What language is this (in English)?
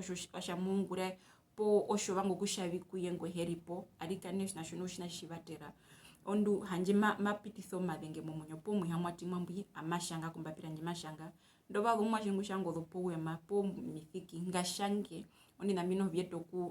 Herero